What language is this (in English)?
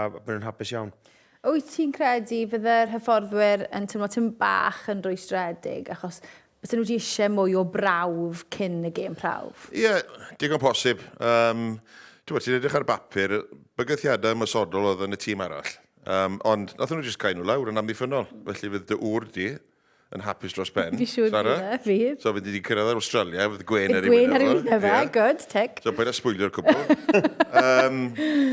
Welsh